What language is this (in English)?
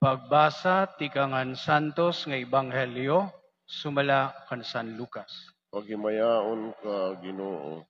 Waray